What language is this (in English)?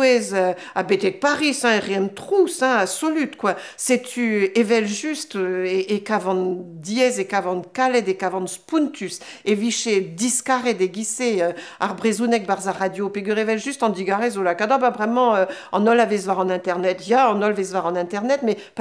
Breton